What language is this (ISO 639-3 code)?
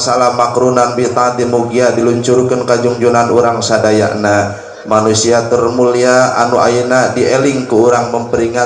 sun